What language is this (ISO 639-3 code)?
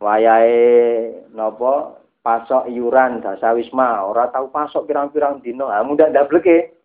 jav